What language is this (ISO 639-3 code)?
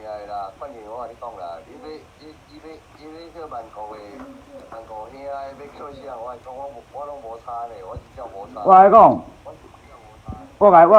nan